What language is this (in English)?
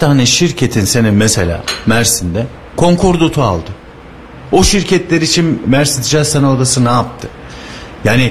Turkish